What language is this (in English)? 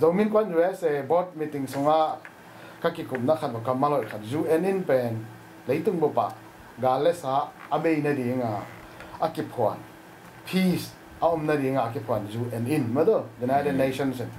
Tedim Chin